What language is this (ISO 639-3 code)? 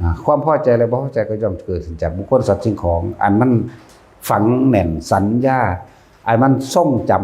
tts